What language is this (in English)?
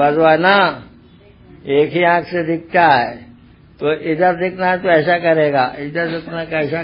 Hindi